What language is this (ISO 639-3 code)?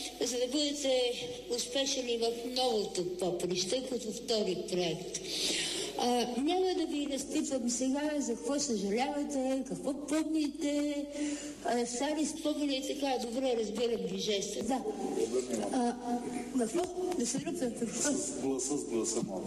bul